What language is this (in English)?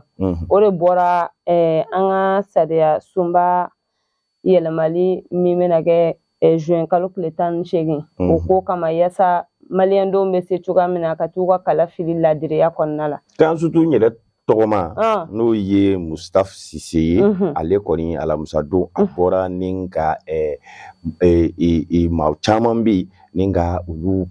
Bambara